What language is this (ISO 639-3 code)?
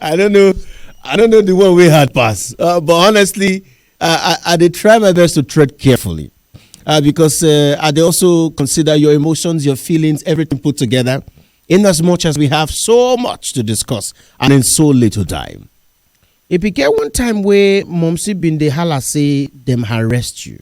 pcm